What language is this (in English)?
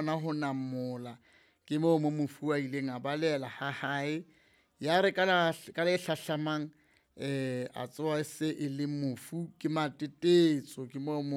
Southern Sotho